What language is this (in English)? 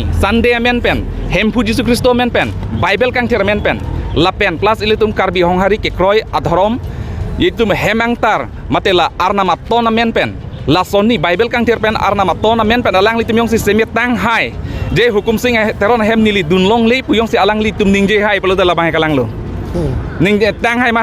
Karbi